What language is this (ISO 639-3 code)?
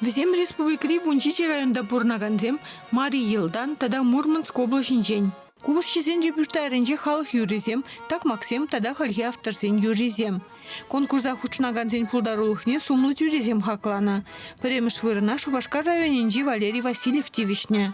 chv